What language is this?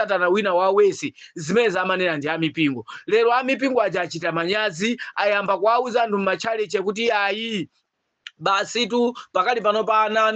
Nyanja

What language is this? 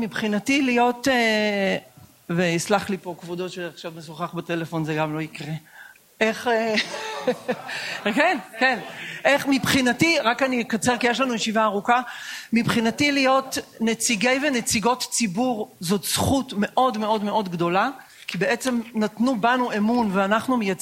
Hebrew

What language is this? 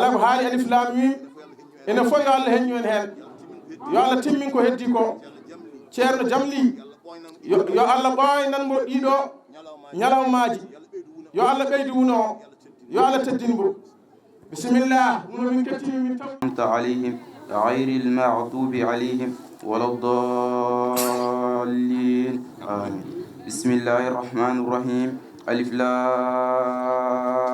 Fula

